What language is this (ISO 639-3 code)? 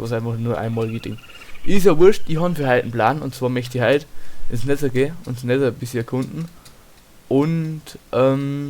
bar